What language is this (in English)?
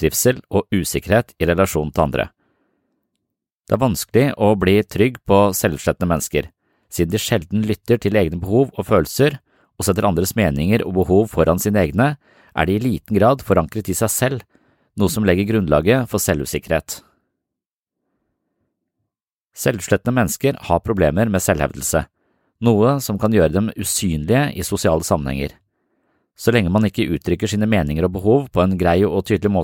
Norwegian